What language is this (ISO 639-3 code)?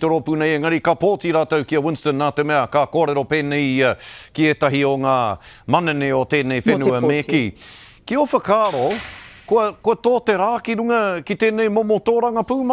mri